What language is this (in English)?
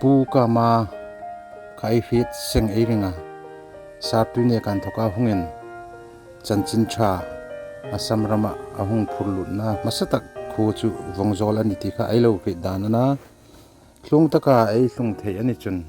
Hmar